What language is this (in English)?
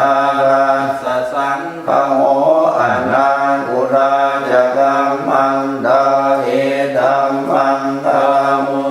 Pali